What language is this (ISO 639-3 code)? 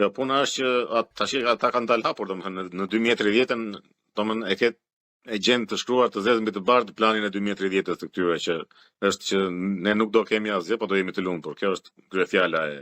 sqi